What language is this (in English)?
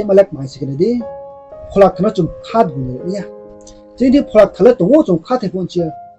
Riang (India)